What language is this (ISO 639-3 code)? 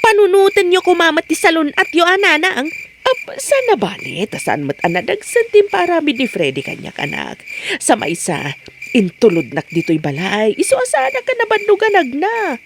ilo